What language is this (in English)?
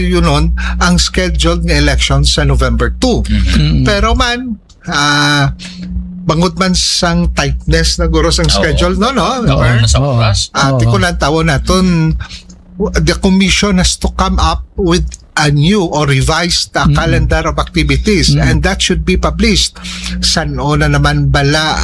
Hiligaynon